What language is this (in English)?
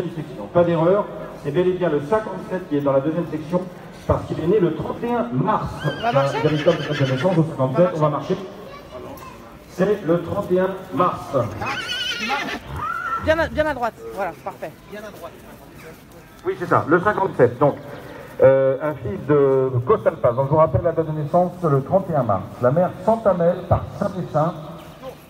French